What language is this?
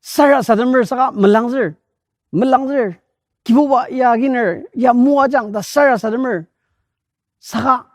Ao Naga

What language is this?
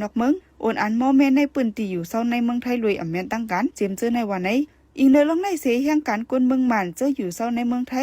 Shan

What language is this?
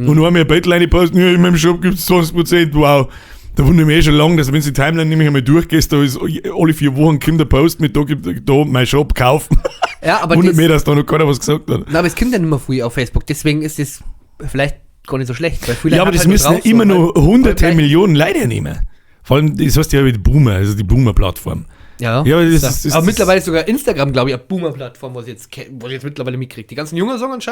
Bavarian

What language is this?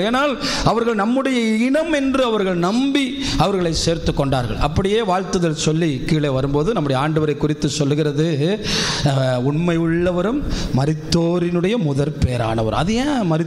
Tamil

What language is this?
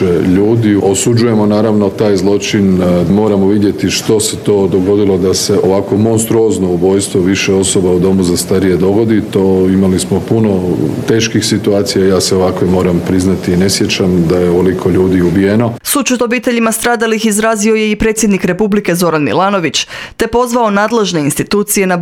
Croatian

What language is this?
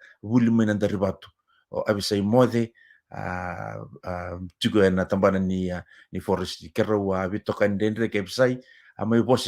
Fijian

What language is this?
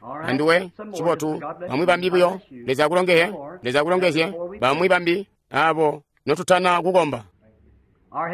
Tonga (Zambia)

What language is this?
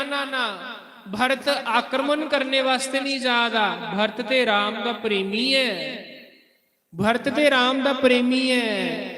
Dogri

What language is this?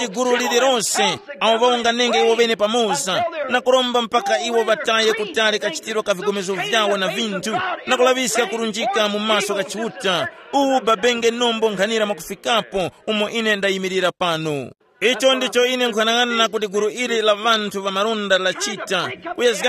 Tumbuka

